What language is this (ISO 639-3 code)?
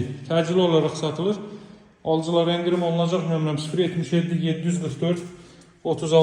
aze